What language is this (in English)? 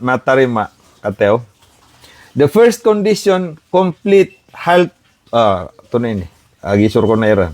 Maranao